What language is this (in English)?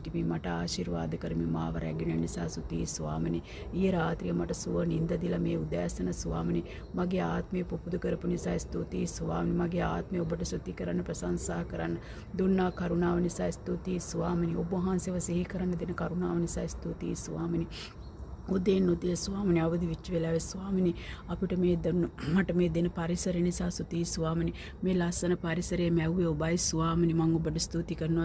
Sinhala